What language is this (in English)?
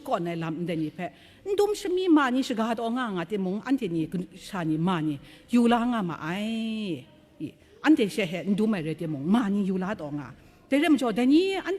Kachin